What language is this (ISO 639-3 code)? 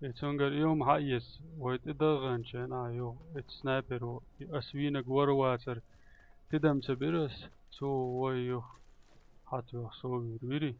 che